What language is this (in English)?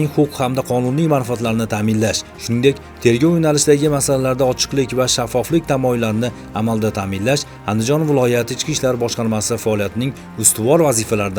Uzbek